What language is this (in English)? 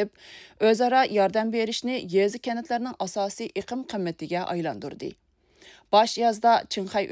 Uyghur